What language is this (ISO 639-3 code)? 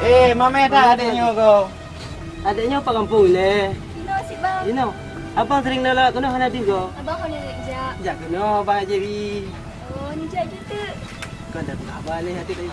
ace